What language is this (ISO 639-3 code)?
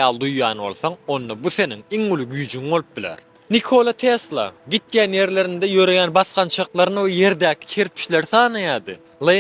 tuk